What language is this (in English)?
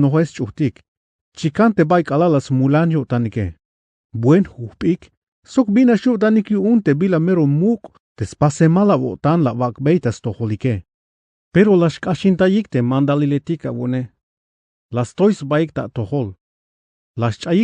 Tzeltal